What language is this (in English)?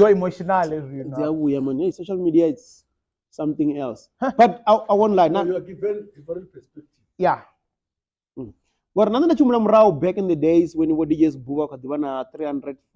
Venda